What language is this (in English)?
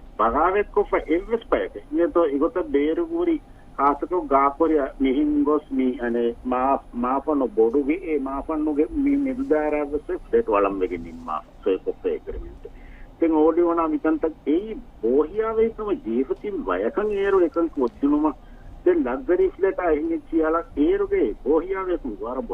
Divehi